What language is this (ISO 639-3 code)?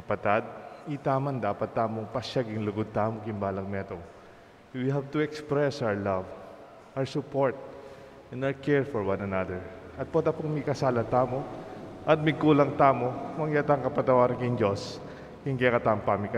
pam